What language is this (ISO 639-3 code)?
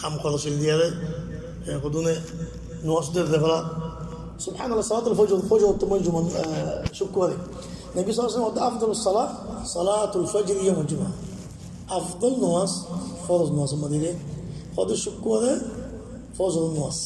rhg